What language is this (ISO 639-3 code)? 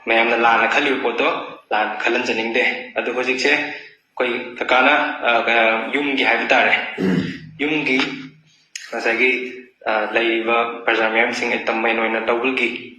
mni